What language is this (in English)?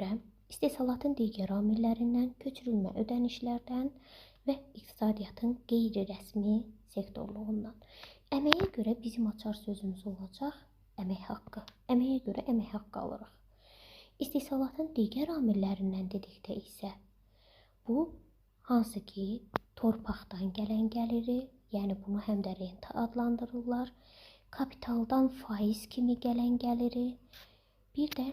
Azerbaijani